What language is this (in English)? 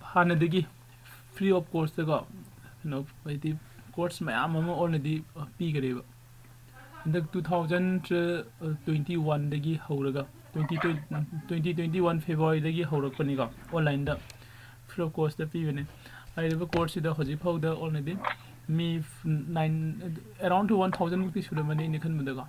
Manipuri